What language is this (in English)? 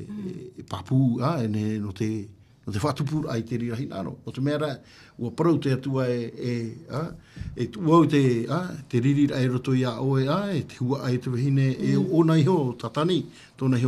Tahitian